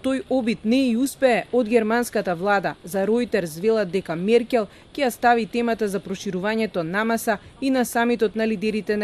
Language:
Macedonian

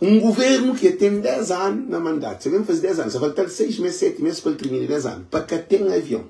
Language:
Kabuverdianu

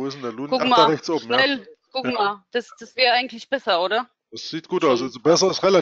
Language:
German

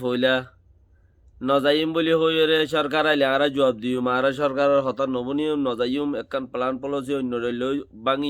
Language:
Rohingya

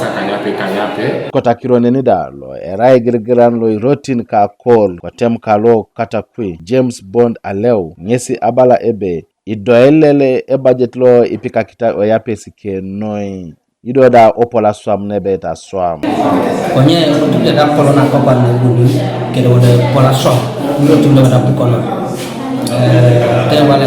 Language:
Teso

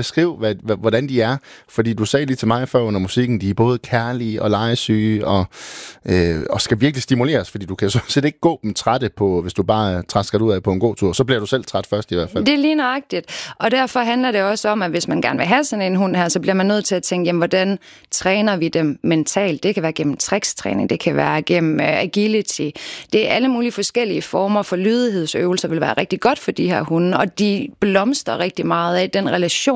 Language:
Danish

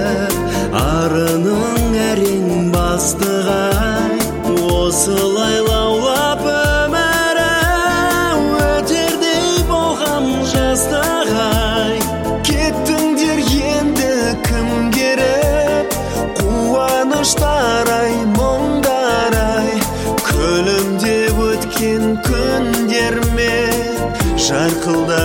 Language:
Kazakh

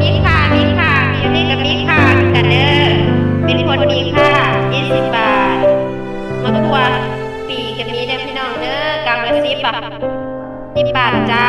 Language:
Northeastern Thai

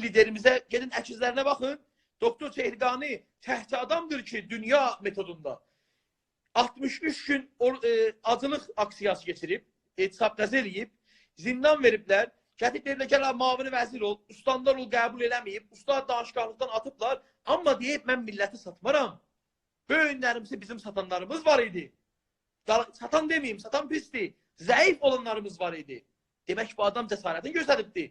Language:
South Azerbaijani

